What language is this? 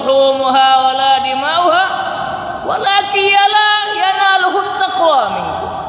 Achinese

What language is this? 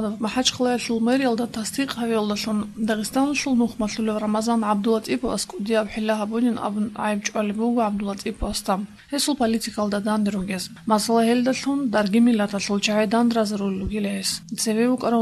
Avaric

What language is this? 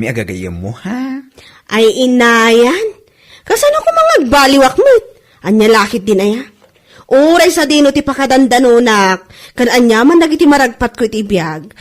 Iloko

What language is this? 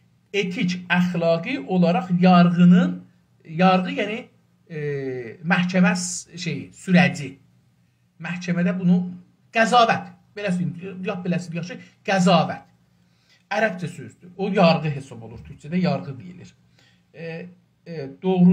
South Azerbaijani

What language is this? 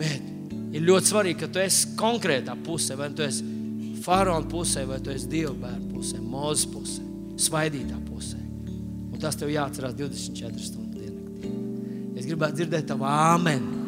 Latvian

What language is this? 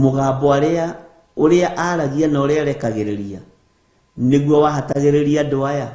Kikuyu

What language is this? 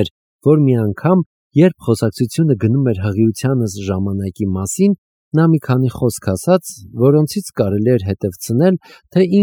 Armenian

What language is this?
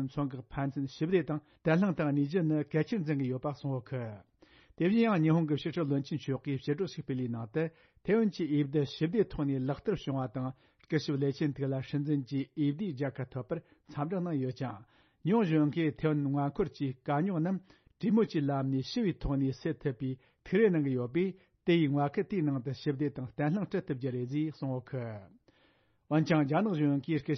Tibetan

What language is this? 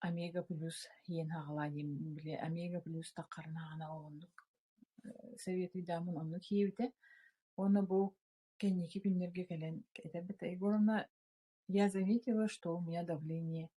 Yakut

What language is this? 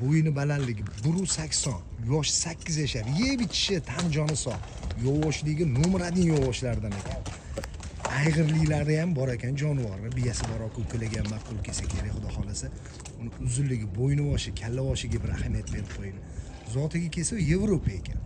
Uzbek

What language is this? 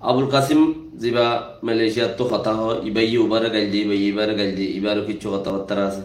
Rohingya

